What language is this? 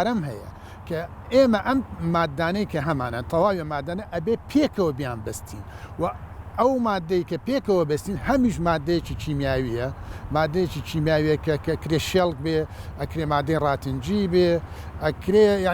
Central Kurdish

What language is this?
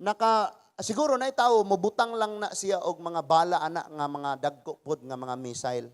Cebuano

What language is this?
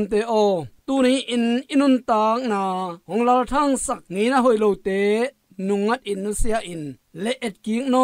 Tedim Chin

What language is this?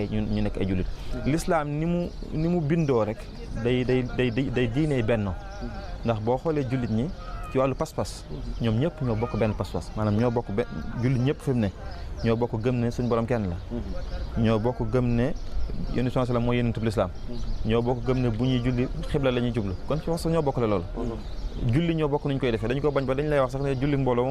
Wolof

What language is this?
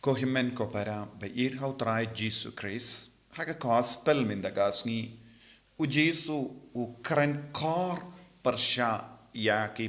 Khasi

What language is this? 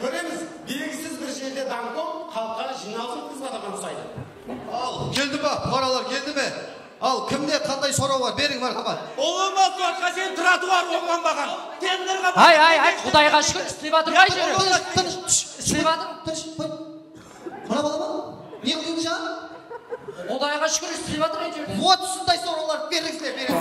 Kara-Kalpak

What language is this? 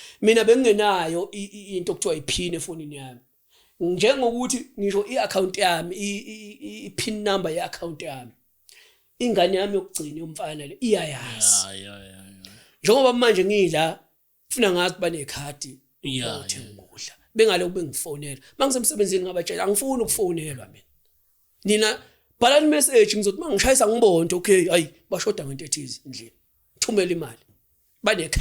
Zulu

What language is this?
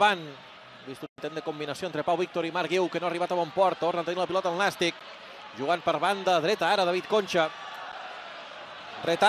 Catalan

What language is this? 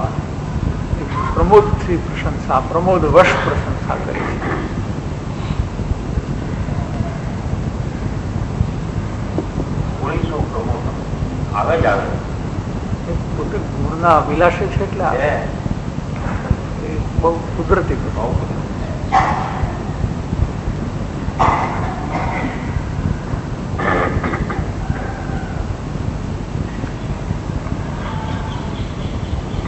Gujarati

